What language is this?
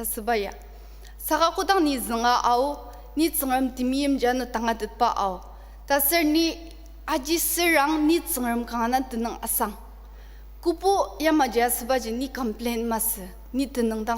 Ao Naga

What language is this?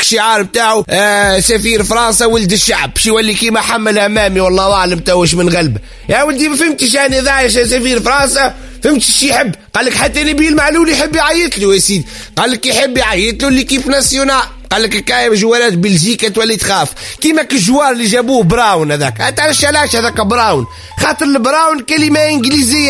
Tunisian Arabic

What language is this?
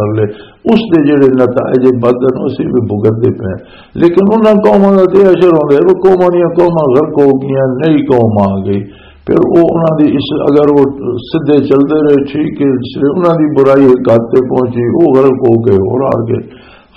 Western Panjabi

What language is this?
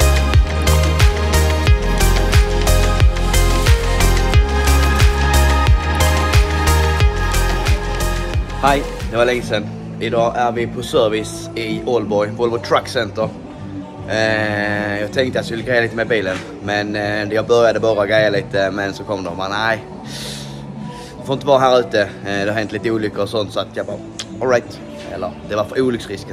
Swedish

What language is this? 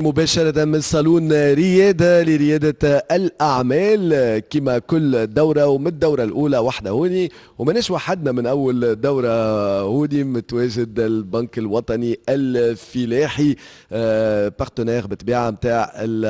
Tunisian Arabic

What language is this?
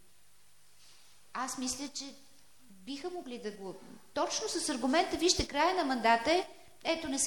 Bulgarian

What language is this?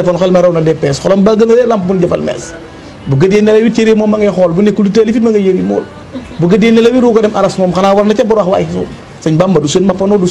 Wolof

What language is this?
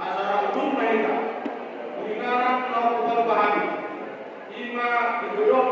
Batak Toba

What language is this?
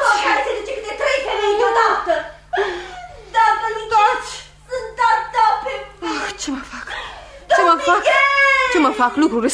Romanian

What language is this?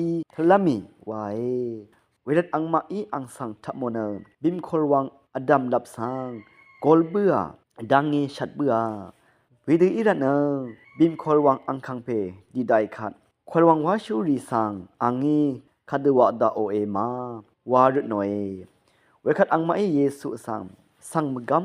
Rawang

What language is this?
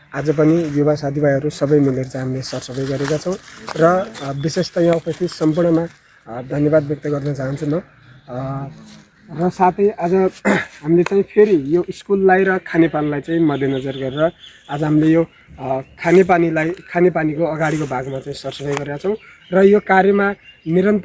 Nepali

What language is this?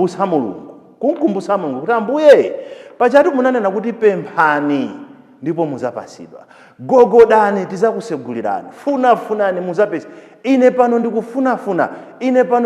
Nyanja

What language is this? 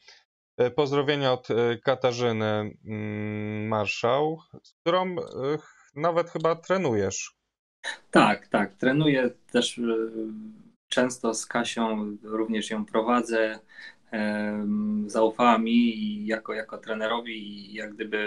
Polish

